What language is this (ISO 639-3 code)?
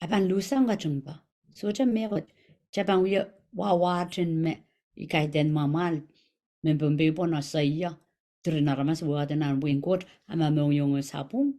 pon